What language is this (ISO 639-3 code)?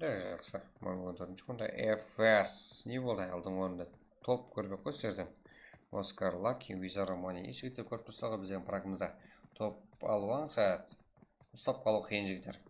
kaa